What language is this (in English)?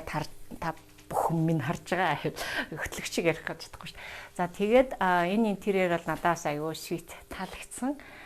Mongolian